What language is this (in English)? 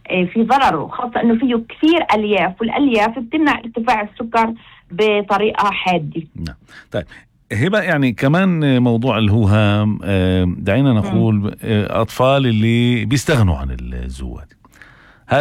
North Levantine Arabic